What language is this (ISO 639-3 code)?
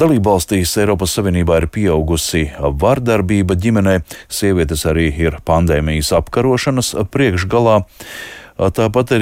lav